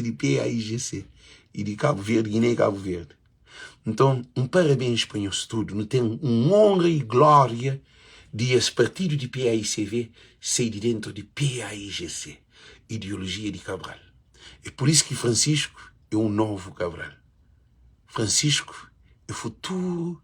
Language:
Kabuverdianu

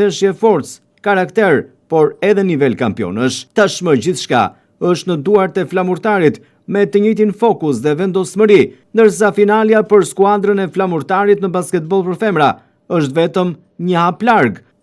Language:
Albanian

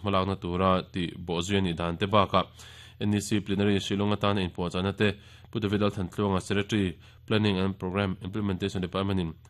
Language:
Mizo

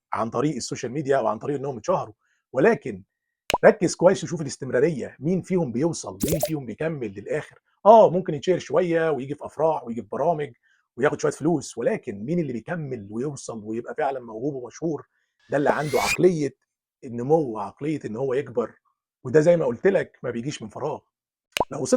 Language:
Egyptian Arabic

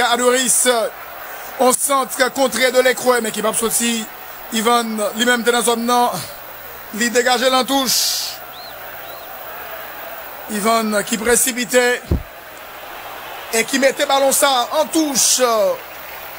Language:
French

